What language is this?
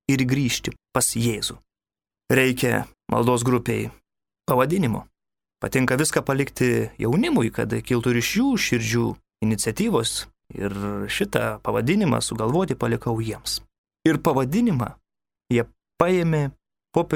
Lithuanian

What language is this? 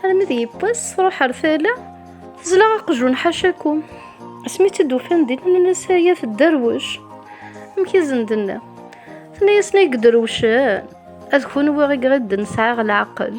Kabyle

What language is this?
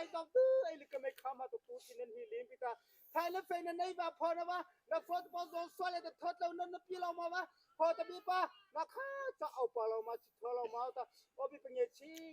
Mara Chin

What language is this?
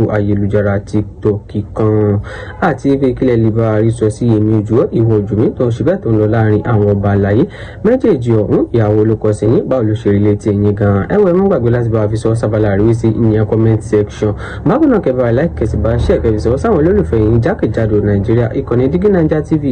Yoruba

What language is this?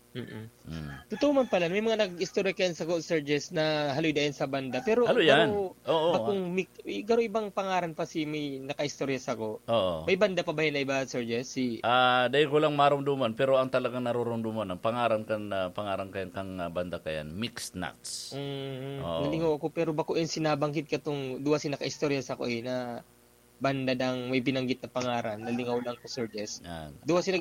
Bikol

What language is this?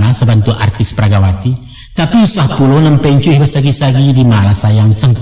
Minangkabau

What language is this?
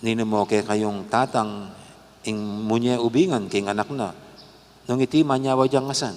Pampanga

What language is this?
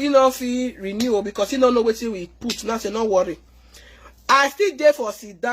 Nigerian Pidgin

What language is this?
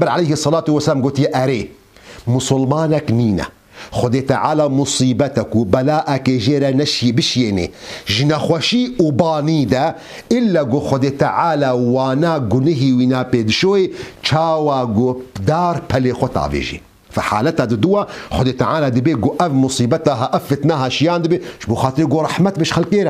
Kurdish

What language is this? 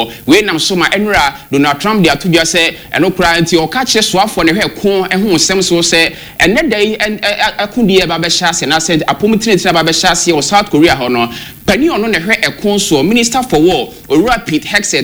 Akan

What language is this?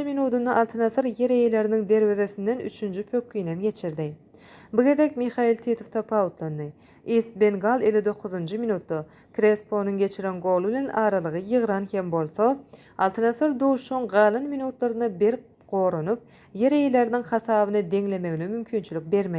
Turkmen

